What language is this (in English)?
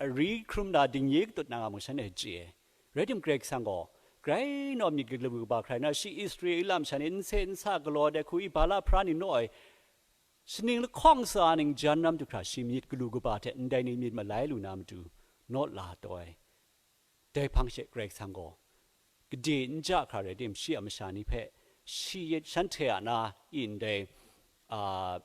Kachin